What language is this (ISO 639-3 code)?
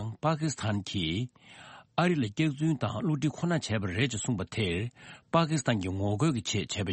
bod